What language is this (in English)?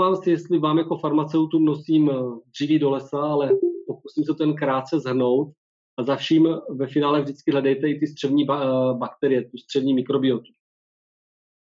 Czech